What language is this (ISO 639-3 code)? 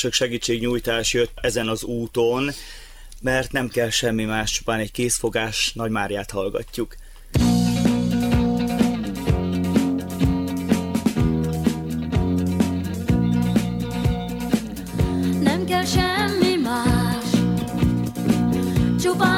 hun